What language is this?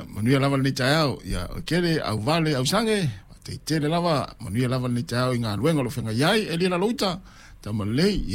Samoan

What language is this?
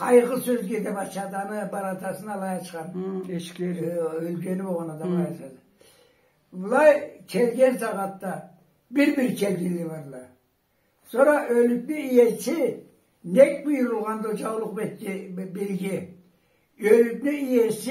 Karachay-Balkar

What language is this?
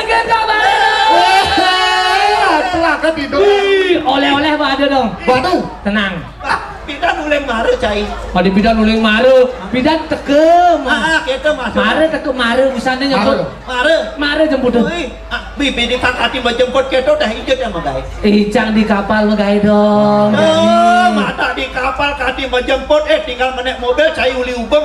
Balinese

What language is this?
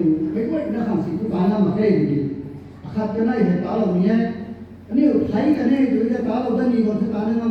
Rongmei Naga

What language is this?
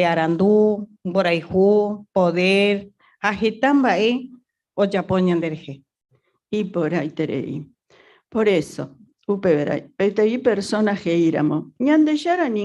Guarani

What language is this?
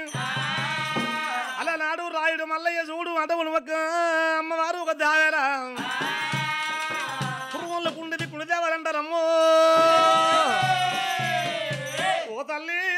Telugu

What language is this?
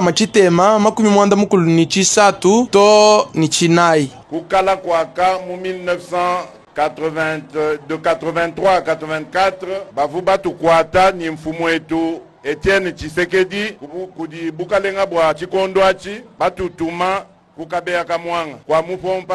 Luba-Lulua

